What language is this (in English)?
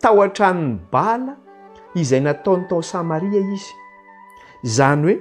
Malagasy